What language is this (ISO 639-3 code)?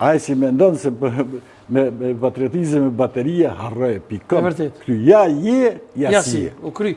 sqi